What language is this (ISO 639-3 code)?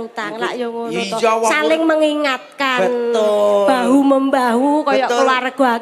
jav